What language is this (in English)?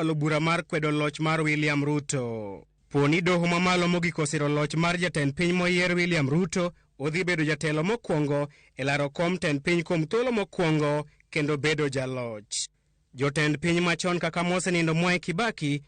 Luo (Kenya and Tanzania)